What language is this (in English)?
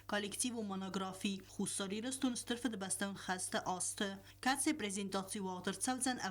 Ossetic